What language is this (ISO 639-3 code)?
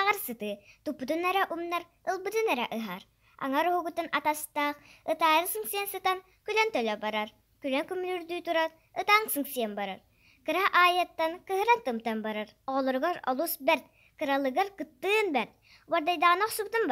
sah